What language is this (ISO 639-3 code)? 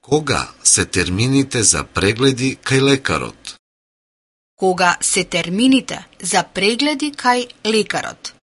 mkd